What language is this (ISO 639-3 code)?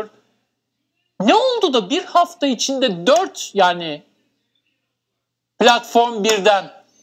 tur